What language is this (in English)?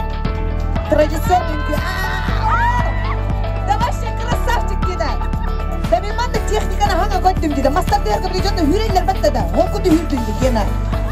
Yakut